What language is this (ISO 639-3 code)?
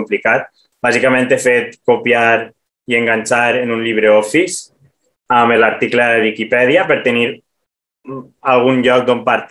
cat